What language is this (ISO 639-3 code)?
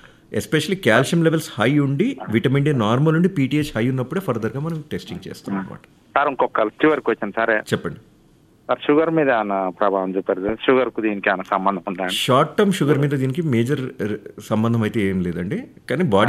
tel